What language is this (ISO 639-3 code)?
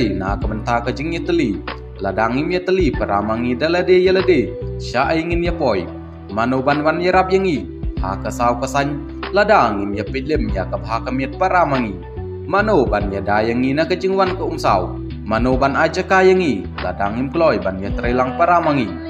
kha